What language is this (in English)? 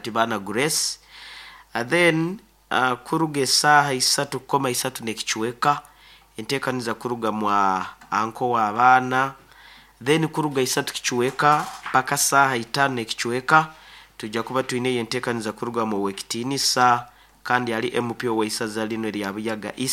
Nyankole